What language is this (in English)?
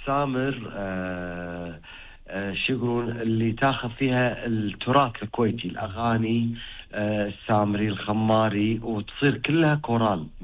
Gulf Arabic